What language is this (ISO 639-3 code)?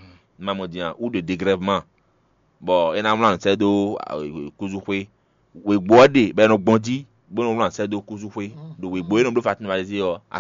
fon